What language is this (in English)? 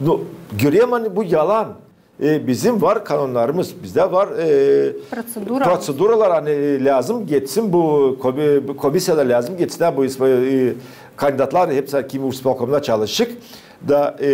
Gagauz